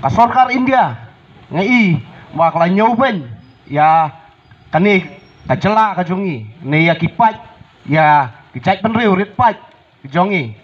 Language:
Khasi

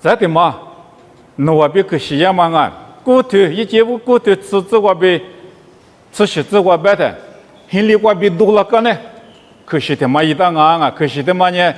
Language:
Lisu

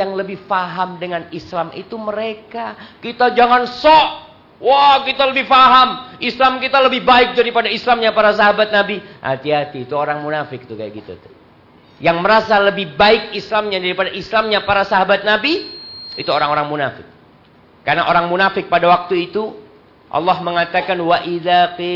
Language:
Indonesian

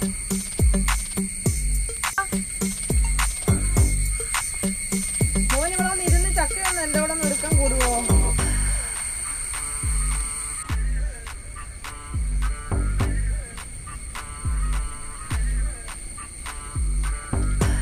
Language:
Malayalam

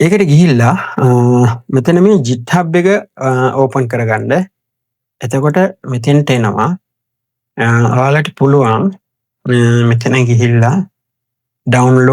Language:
Sinhala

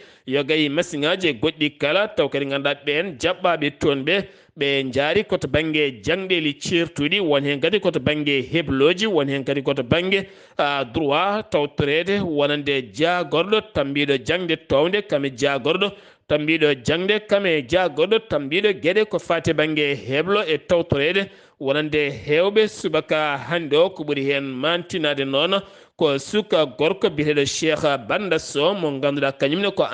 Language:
Fula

